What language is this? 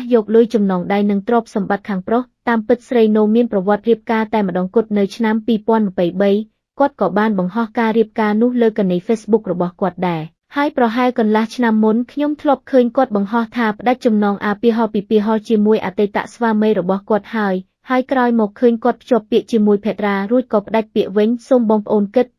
Khmer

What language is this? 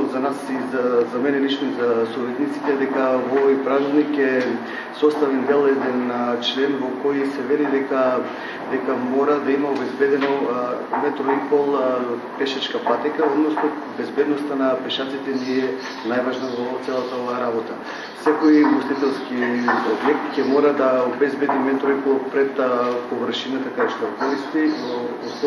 Macedonian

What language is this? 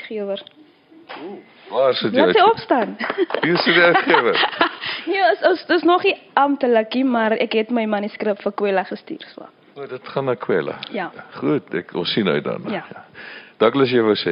Afrikaans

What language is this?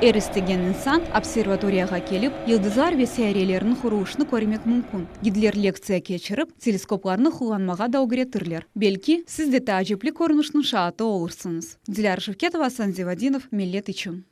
Crimean Tatar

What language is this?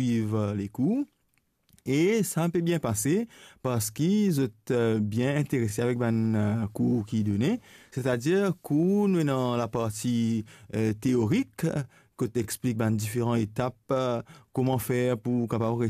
Morisyen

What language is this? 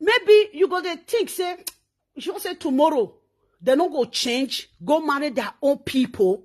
Nigerian Pidgin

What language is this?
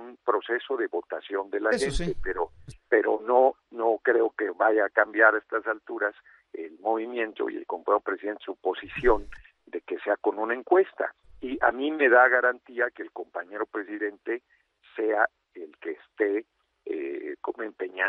Spanish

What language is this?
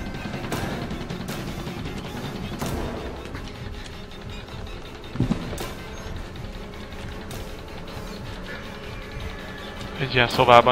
Hungarian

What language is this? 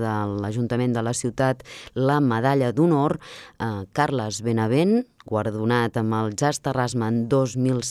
Catalan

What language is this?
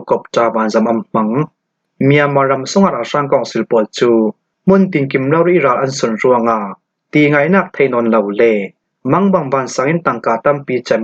Hakha Chin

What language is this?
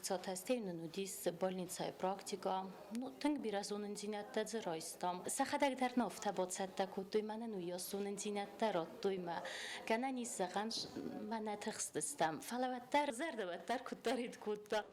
Ossetic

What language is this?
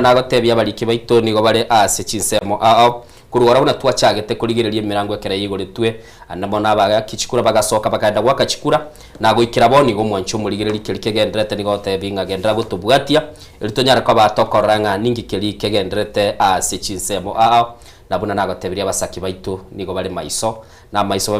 Gusii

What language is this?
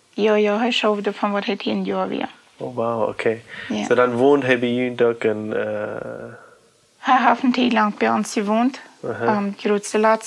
Plautdietsch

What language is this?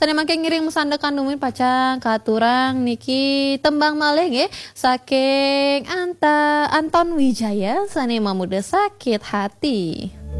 Balinese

